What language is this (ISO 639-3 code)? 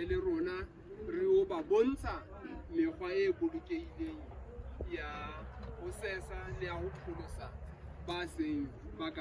sot